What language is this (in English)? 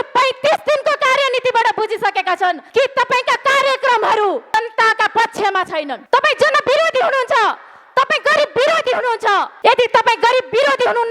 Nepali